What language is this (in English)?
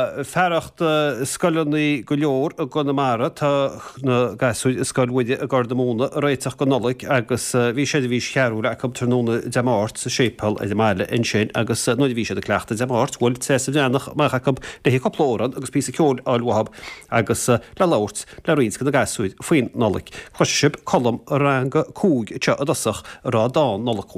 Irish